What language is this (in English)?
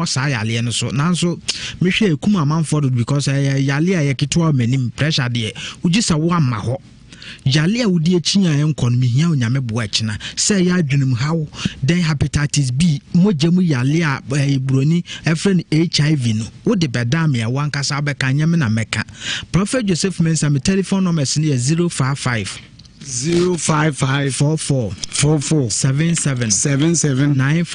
Akan